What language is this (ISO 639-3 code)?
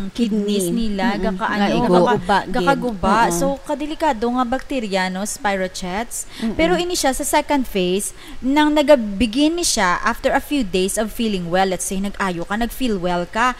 hil